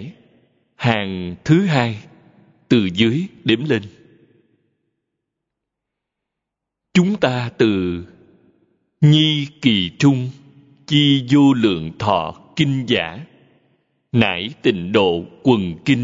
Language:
Vietnamese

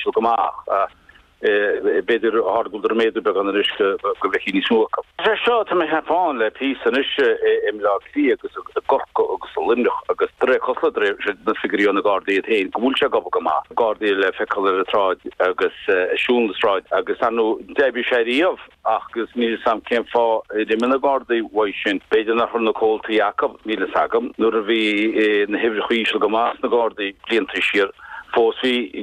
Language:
Irish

